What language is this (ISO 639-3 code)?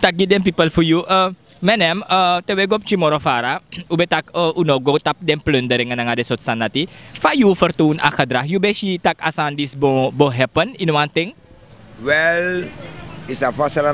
srn